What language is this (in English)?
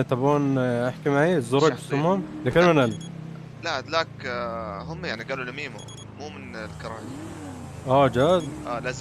North Levantine Arabic